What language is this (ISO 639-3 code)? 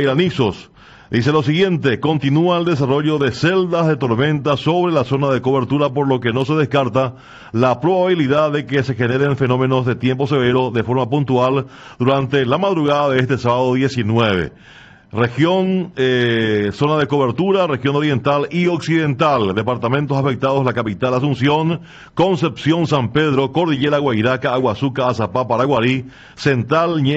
spa